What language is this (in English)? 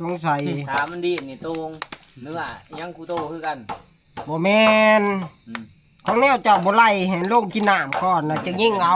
Northeastern Thai